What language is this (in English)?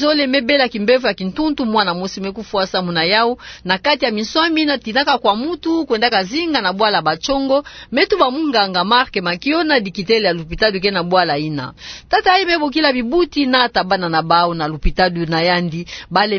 Kituba (Democratic Republic of Congo)